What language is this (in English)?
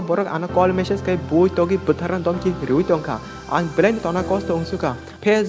Kok Borok